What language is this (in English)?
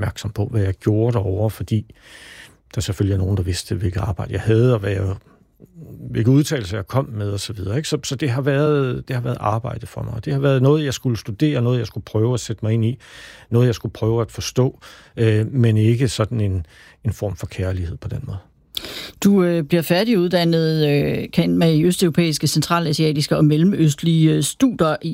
Danish